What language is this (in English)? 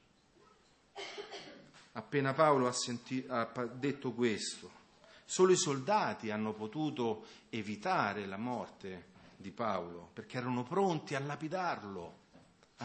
Italian